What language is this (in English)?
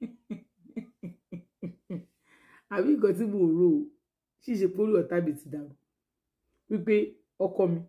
Yoruba